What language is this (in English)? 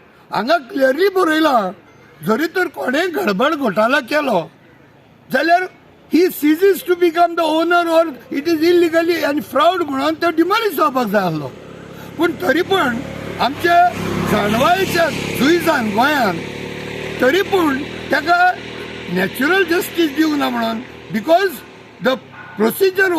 Konkani